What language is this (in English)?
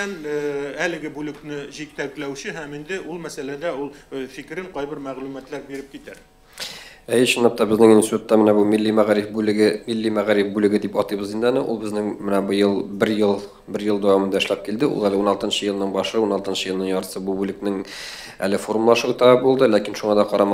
Tatar